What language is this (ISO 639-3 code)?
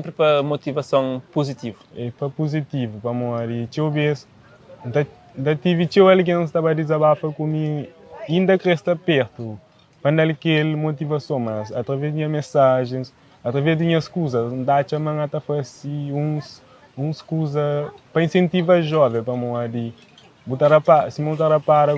kea